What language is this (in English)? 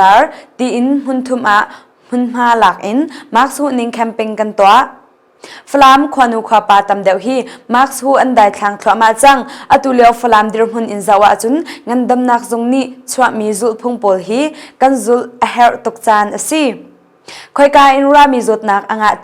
Hakha Chin